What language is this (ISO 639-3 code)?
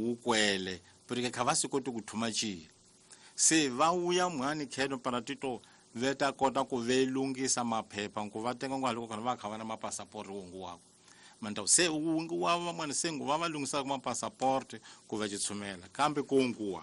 tso